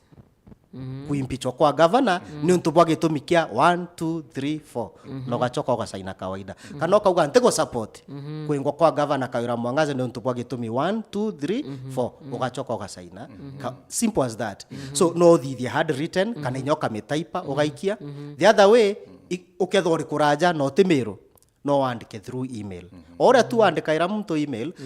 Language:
Meru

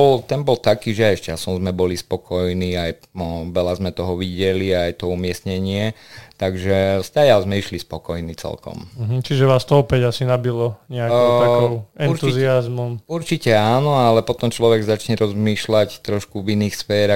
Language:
Slovak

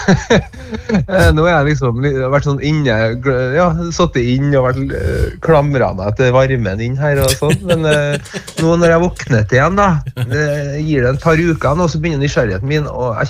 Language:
Norwegian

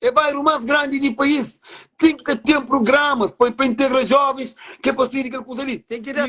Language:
Kabuverdianu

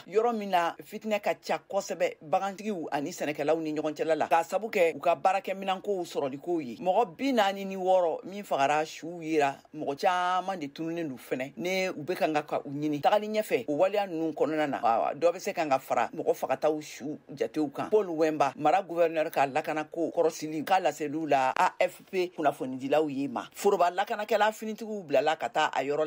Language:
Bambara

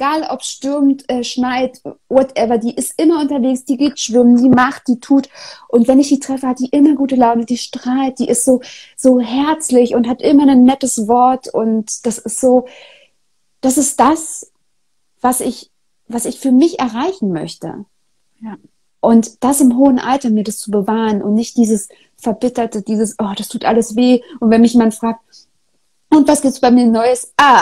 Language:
German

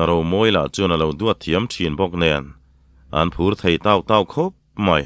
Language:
Mizo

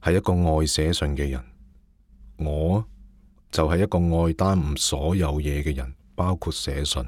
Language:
Cantonese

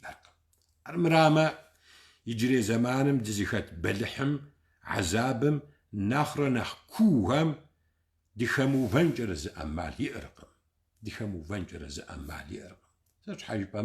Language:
Kabardian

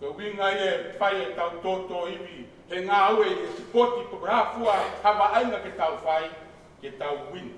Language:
Tongan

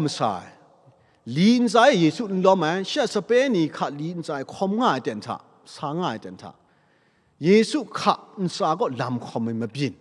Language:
Kachin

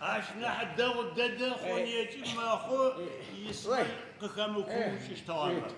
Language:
Adyghe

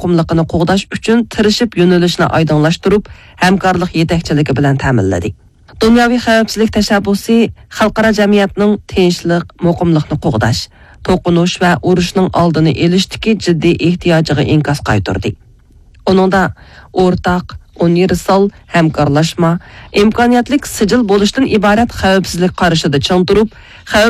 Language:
Uyghur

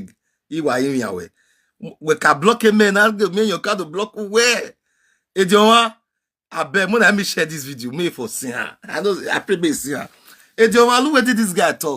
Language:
Nigerian Pidgin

